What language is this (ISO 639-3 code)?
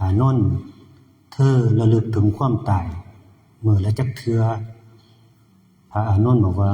tts